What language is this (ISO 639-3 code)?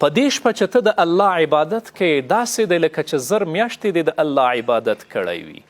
pus